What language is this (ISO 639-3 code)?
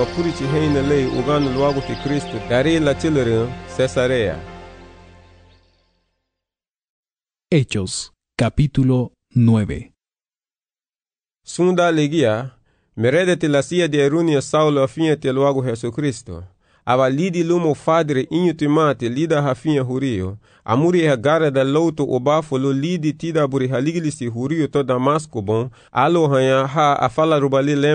cab